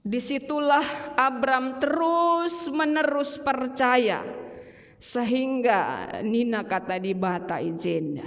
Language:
Batak Karo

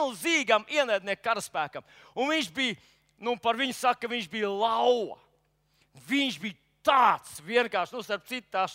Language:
Latvian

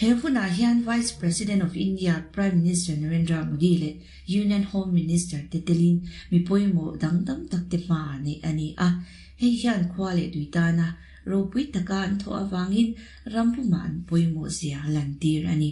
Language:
Mizo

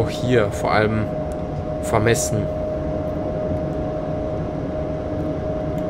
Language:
German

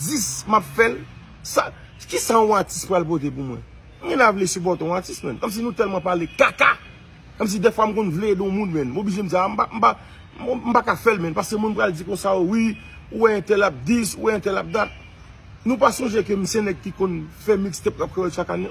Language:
Haitian Creole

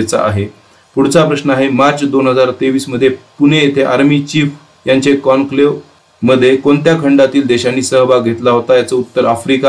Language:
Marathi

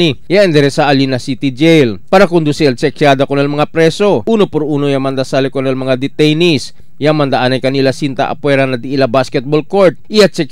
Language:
Chavacano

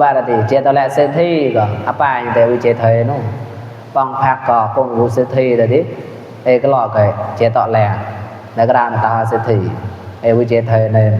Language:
Mon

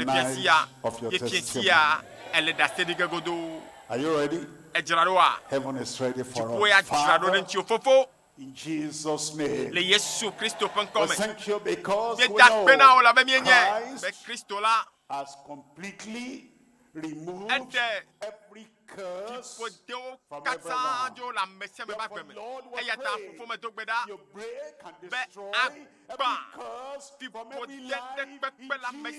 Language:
Ewe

